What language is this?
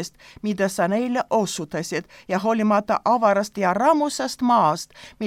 Estonian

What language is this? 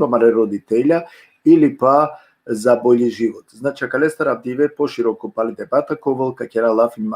Balkan Romani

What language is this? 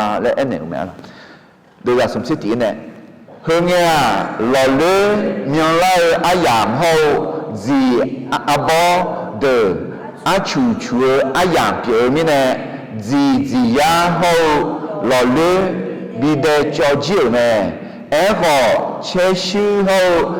Akha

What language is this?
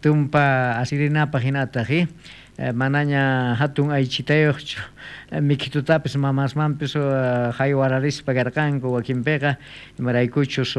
South Bolivian Quechua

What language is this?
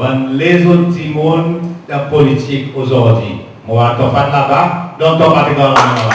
Seselwa Creole French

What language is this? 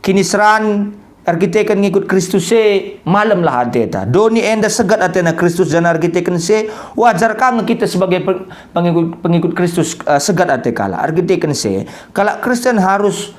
Batak Karo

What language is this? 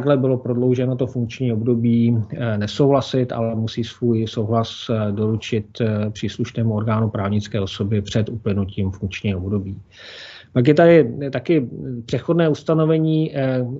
Czech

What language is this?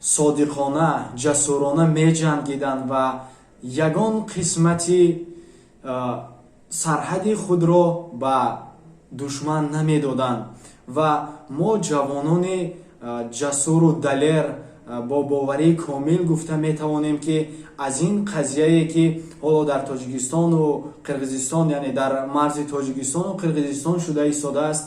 Tajik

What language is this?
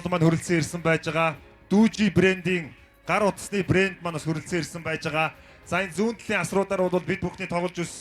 Mongolian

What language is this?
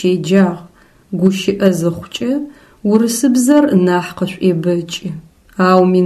Adyghe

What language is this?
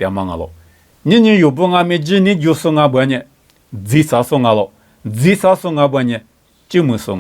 Lisu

